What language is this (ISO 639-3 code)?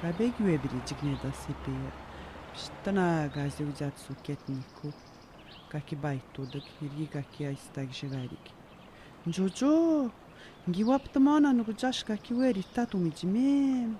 atj